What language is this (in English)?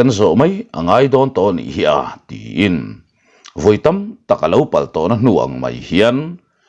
Mizo